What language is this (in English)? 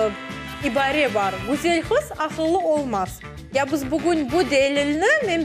Crimean Tatar